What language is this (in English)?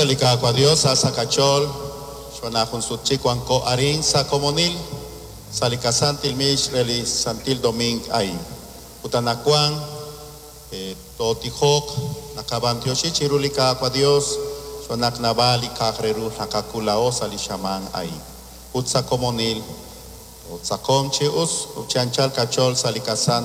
Kekchí